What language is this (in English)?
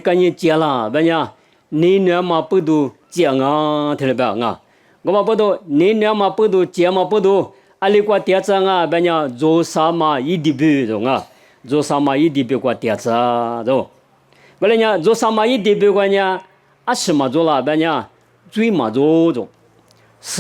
Lisu